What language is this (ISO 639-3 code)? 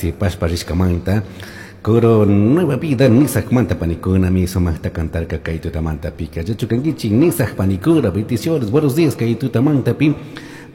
qug